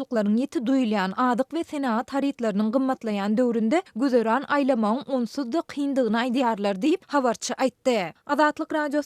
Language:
Turkmen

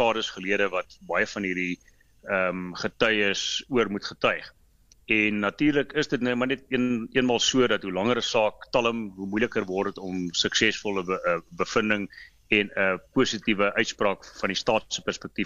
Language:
Afrikaans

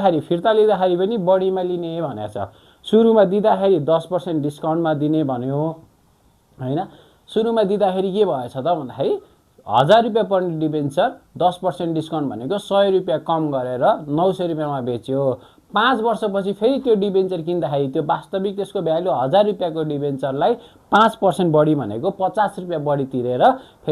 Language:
Nepali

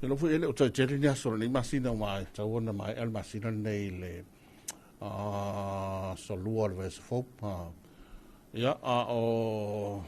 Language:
Samoan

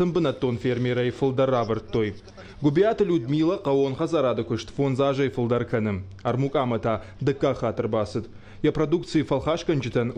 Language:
Ossetic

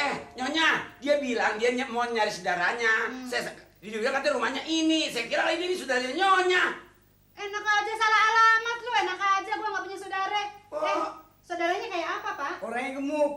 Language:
Betawi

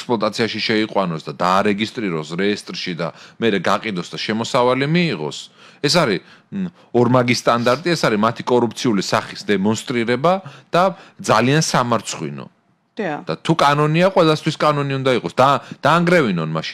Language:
Georgian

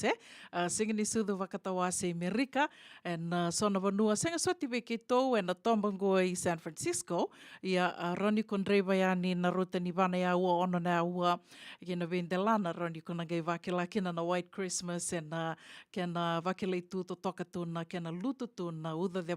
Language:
Fijian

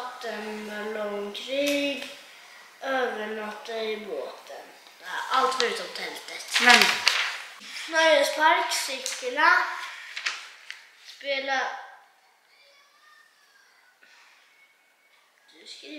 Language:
Swedish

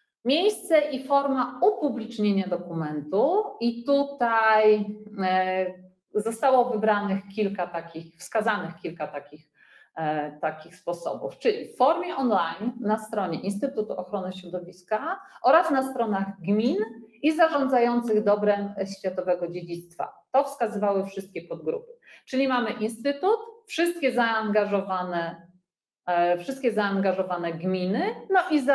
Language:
Polish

